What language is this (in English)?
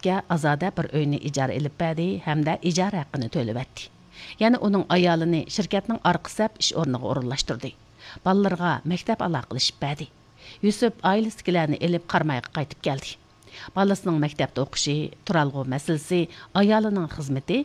Uyghur